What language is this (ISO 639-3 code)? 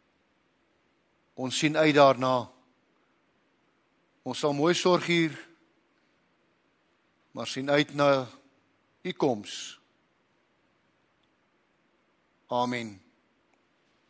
afr